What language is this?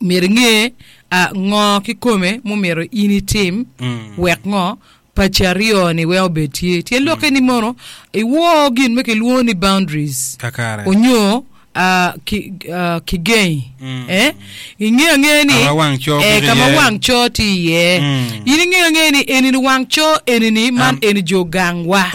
Acoli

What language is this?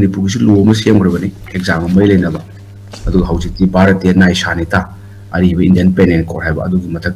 Manipuri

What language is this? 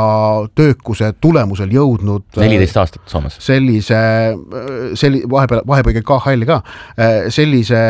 Estonian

